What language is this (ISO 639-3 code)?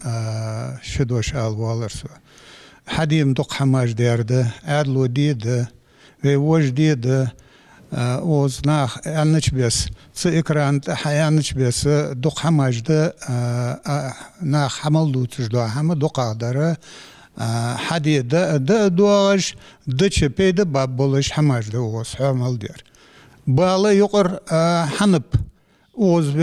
inh